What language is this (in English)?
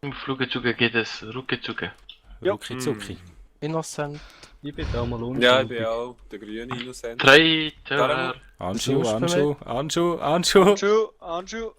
Swiss German